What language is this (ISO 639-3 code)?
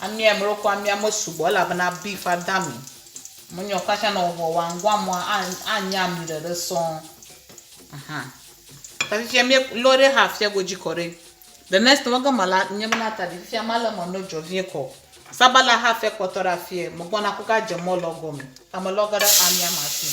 ewe